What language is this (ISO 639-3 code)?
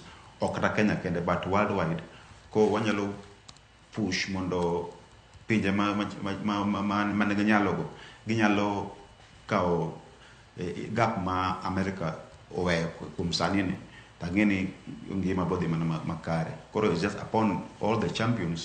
luo